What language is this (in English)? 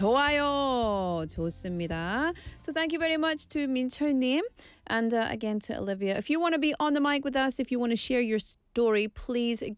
English